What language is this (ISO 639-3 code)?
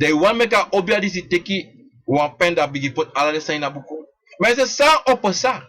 srn